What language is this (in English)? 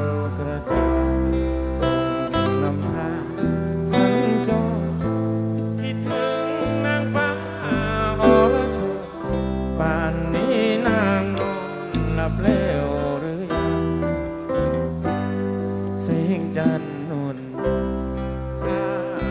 Thai